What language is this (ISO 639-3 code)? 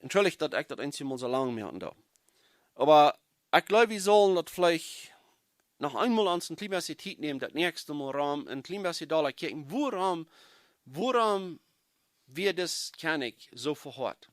pdt